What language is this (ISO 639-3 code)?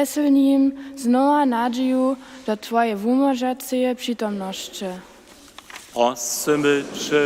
hsb